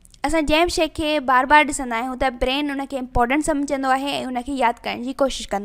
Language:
Sindhi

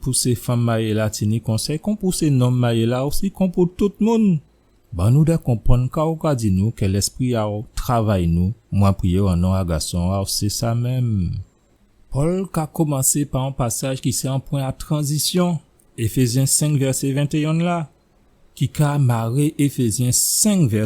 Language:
Guadeloupean Creole French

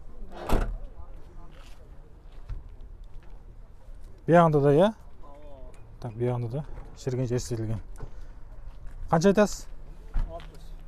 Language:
Kazakh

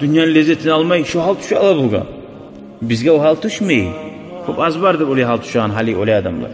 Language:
Kumyk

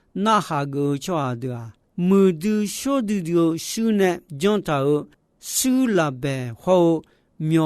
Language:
Akha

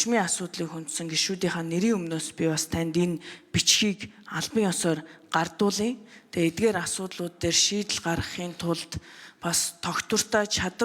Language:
Mongolian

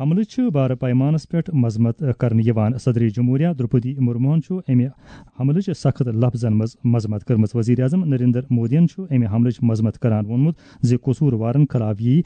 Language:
Kashmiri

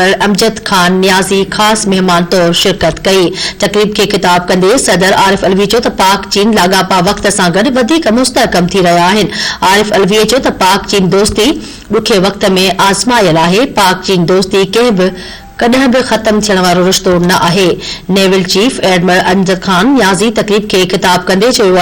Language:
Sindhi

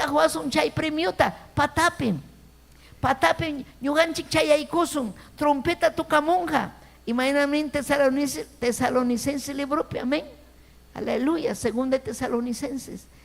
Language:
Ayacucho Quechua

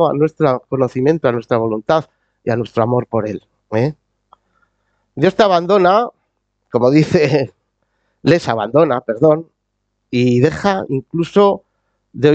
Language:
Spanish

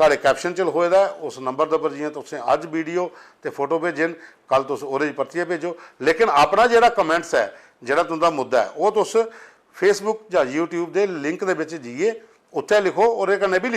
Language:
Dogri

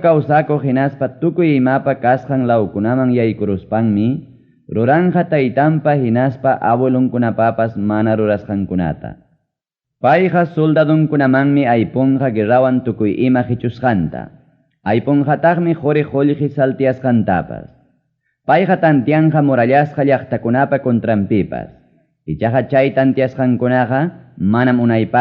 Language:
Ayacucho Quechua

